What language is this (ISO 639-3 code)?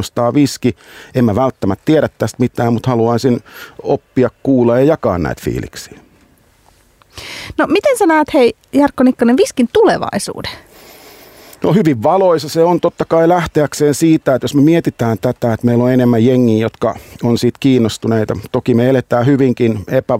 fin